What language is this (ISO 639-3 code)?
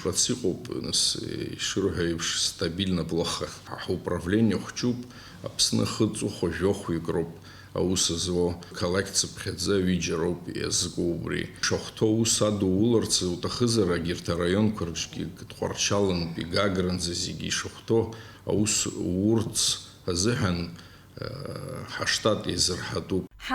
abk